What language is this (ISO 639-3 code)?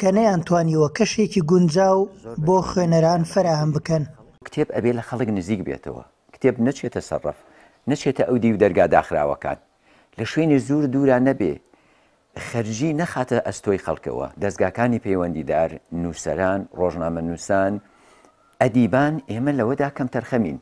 ckb